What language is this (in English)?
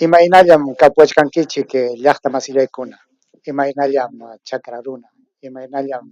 Ayacucho Quechua